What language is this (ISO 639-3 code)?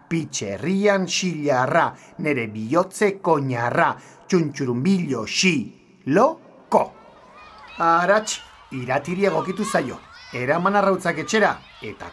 eus